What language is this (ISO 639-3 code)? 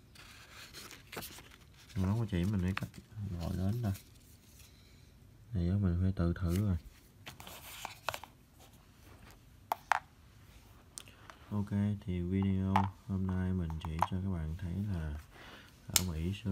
vie